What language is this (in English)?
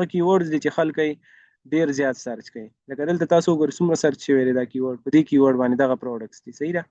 Pashto